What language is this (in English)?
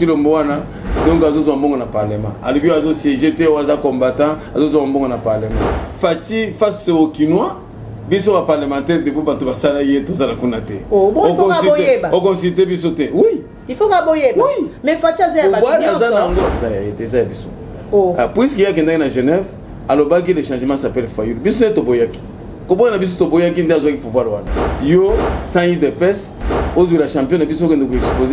Lingala